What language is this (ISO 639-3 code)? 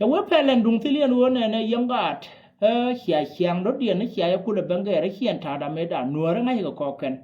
nus